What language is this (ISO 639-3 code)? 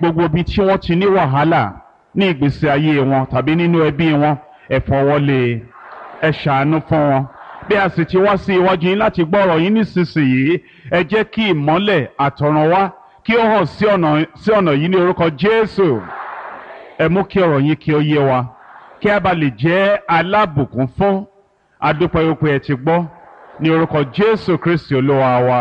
yor